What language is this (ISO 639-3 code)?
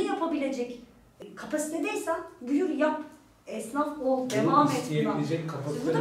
tur